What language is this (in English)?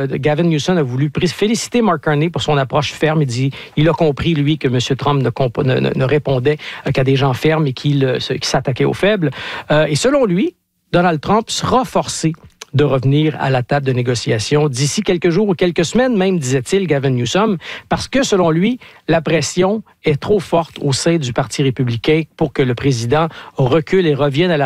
French